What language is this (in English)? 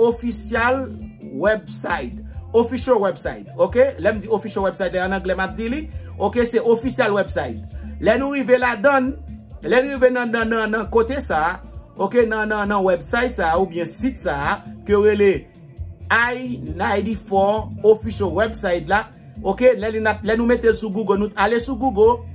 Haitian Creole